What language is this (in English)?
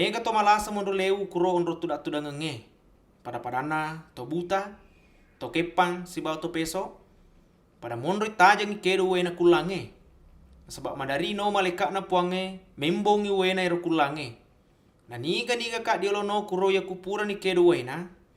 Buginese